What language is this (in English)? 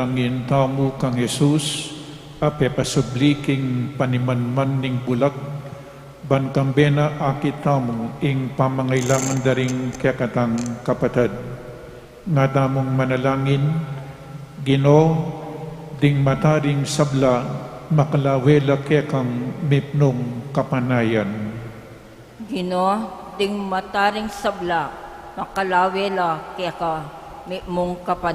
Pampanga